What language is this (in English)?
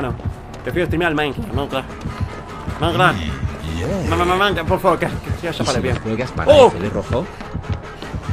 Spanish